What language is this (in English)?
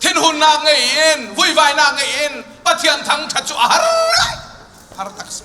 Hakha Chin